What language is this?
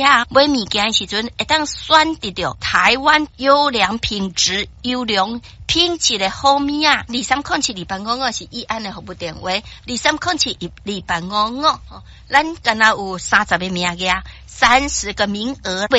Min Nan Chinese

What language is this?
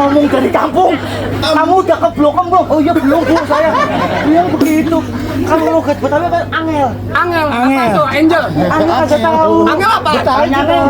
Betawi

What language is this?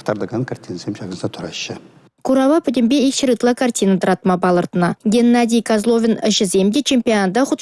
Chuvash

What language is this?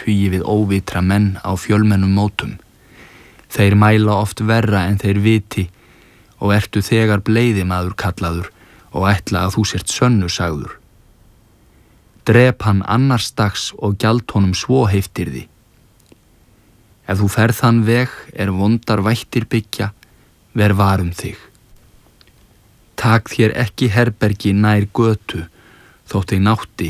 Icelandic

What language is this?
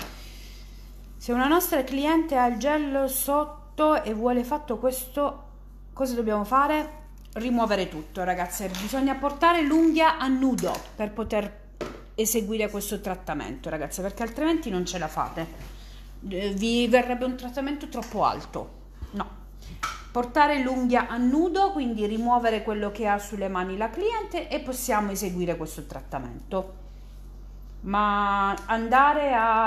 Italian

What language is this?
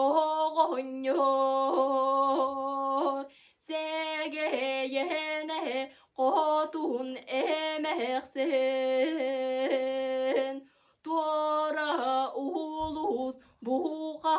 Yakut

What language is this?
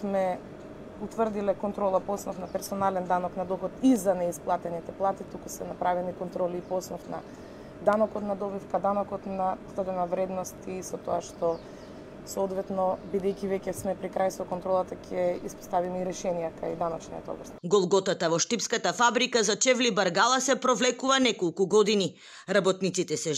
Macedonian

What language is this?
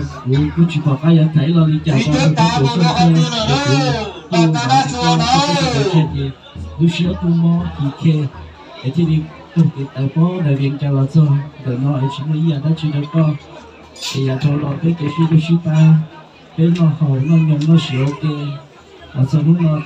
Hmong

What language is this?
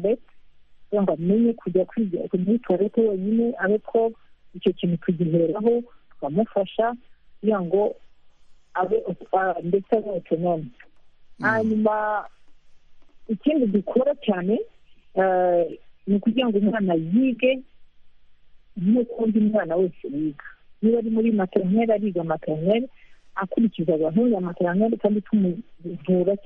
Kinyarwanda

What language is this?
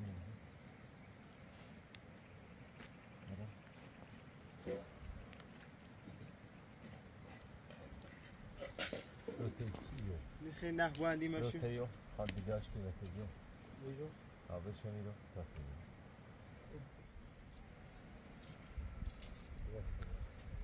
Persian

